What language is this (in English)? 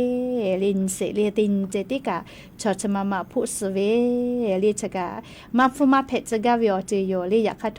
Lahu